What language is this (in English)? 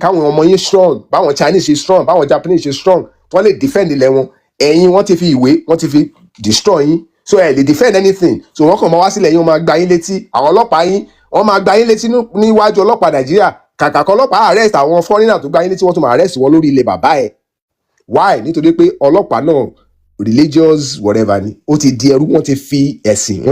Yoruba